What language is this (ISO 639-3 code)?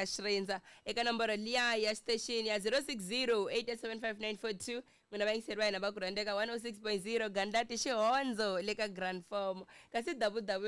tso